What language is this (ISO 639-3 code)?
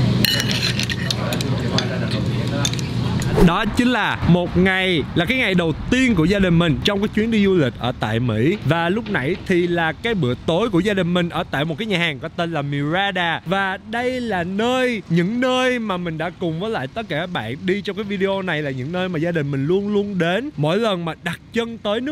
vie